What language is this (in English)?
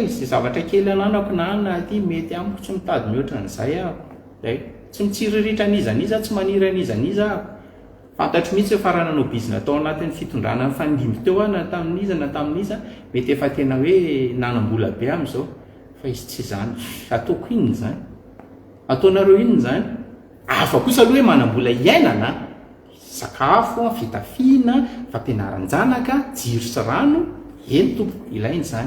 Malagasy